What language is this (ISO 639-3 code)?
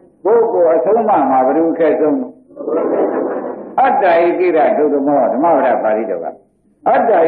mya